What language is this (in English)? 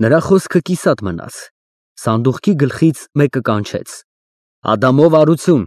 Armenian